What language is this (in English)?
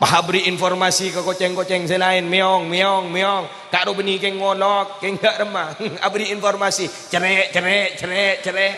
Madurese